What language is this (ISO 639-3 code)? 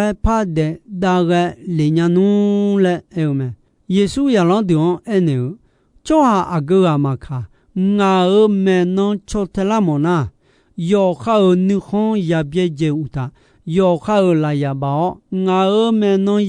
ahk